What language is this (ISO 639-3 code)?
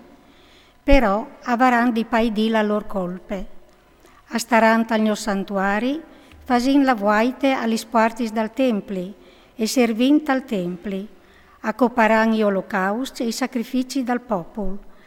fur